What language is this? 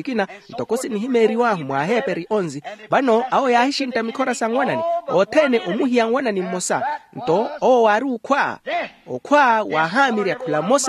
Makhuwa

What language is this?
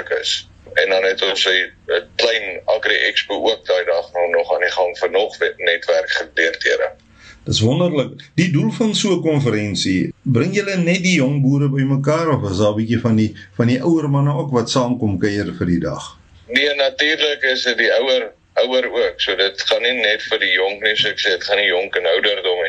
Afrikaans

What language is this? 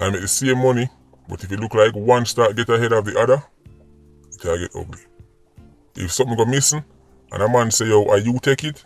Jamaican Creole English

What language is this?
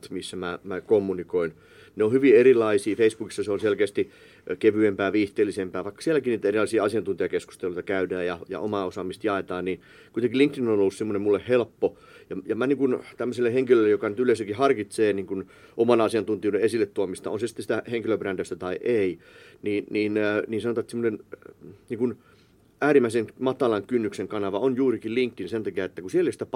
Finnish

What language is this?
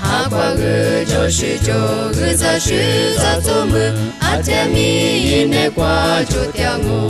Lisu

